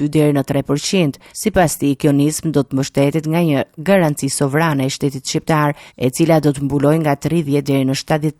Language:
Albanian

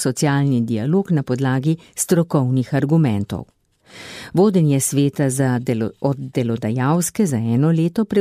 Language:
Slovenian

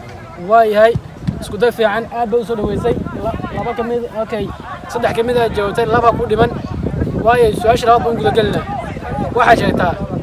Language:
Somali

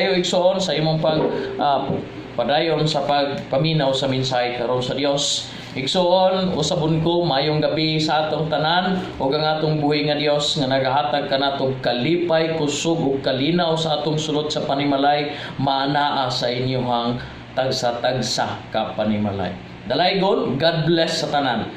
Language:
Cebuano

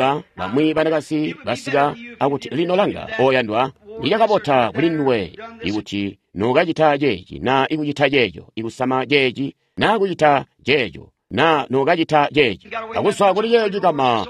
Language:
Tonga (Zambia)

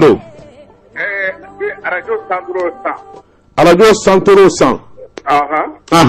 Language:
Bambara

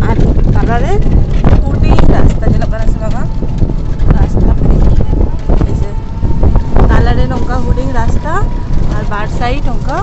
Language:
Santali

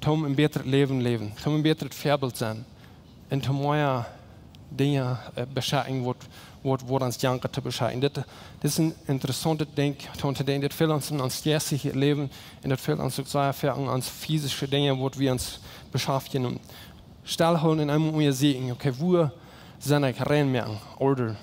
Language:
Plautdietsch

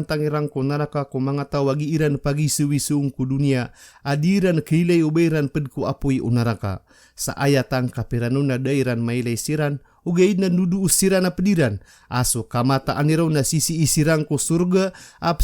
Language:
Maranao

